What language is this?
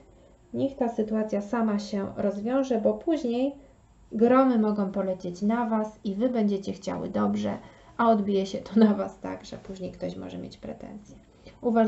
Polish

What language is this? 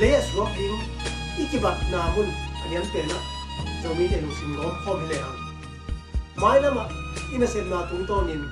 Tedim Chin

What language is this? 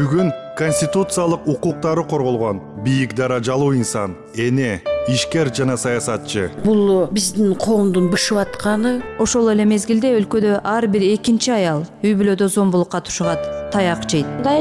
Kyrgyz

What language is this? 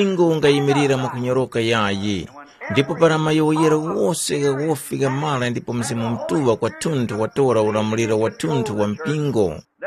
Tumbuka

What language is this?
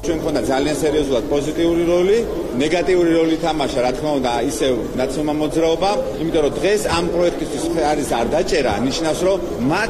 Georgian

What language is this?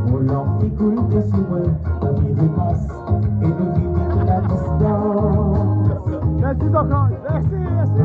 Réunion Creole French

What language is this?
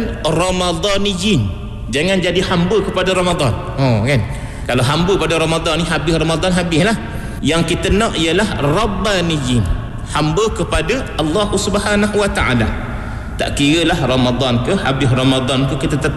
Malay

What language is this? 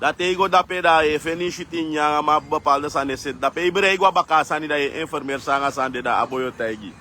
Sranan Tongo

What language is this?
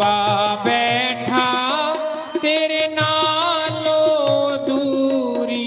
Dogri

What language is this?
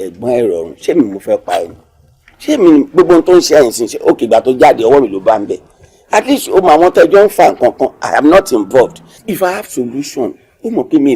Yoruba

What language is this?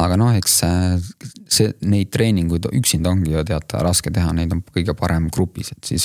Estonian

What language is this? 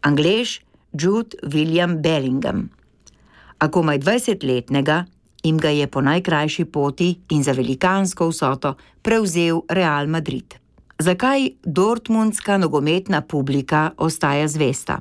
Slovenian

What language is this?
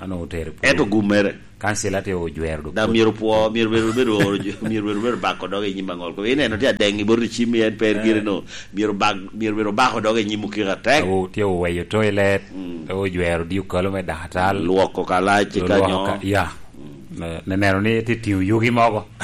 Lango (Uganda)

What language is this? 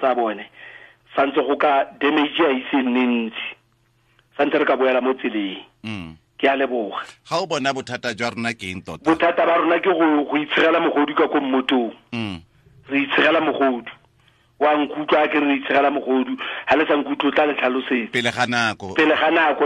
Tswana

